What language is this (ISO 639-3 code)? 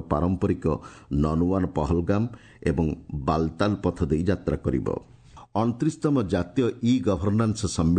ori